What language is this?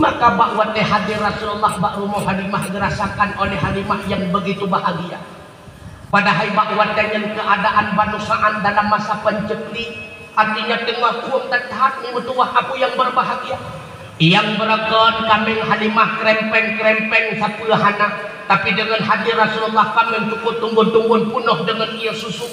Achinese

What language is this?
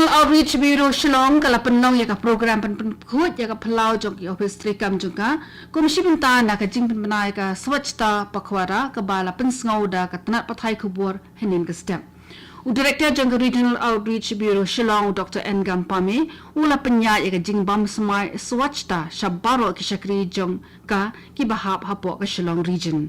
Khasi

